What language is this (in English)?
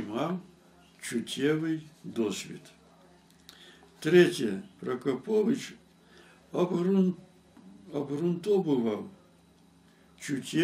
Ukrainian